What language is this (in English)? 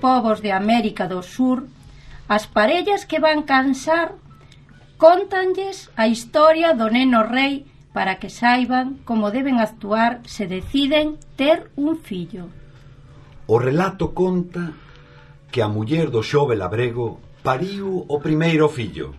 Galician